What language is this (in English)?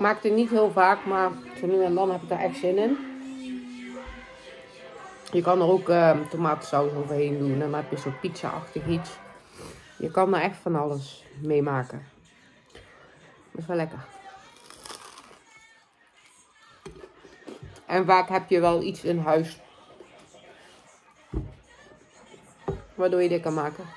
Dutch